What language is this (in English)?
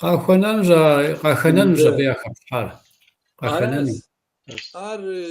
Kabardian